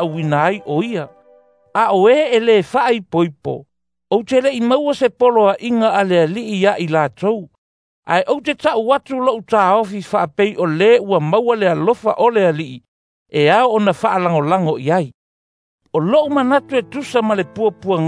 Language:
Samoan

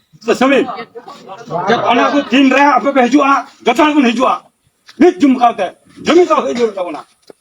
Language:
Santali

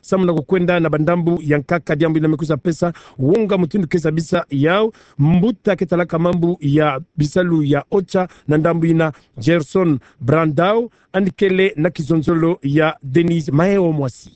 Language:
Kituba (Democratic Republic of Congo)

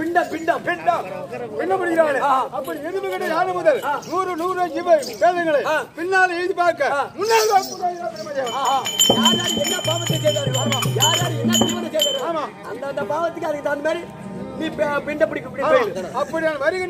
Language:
Tamil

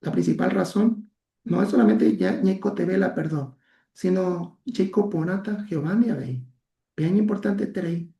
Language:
Guarani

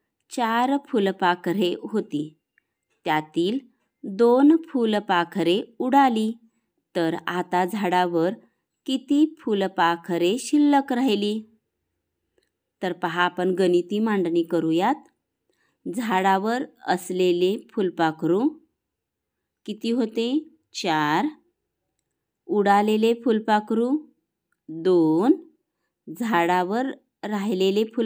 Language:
Marathi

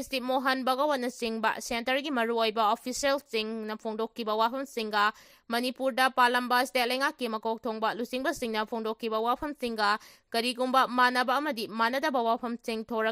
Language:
Manipuri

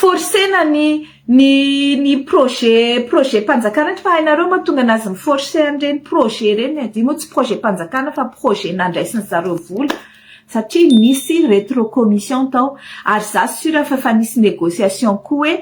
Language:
Malagasy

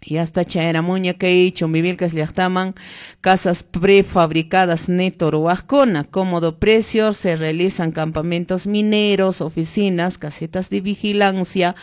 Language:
Quechua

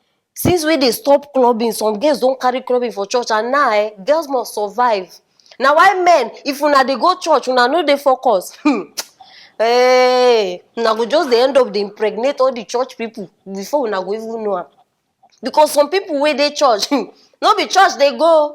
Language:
Nigerian Pidgin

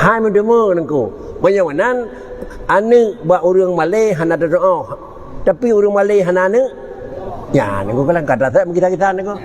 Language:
Achinese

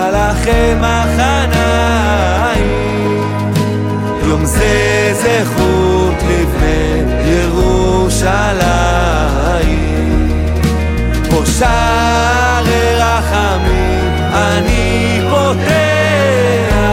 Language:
Hebrew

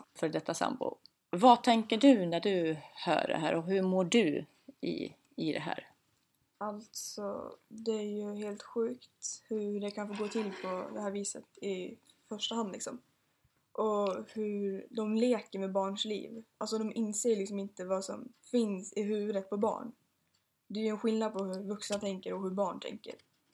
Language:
Swedish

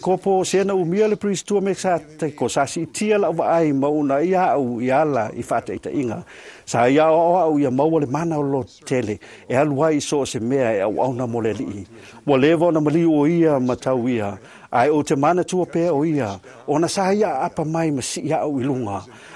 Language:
Samoan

